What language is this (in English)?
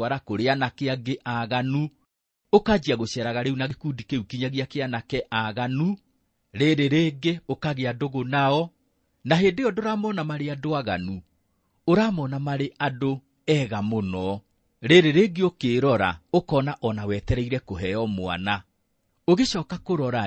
Kikuyu